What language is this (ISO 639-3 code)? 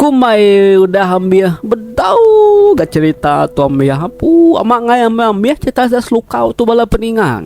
iba